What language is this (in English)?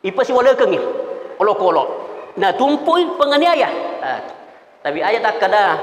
Buginese